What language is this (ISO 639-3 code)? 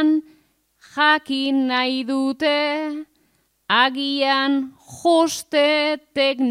eus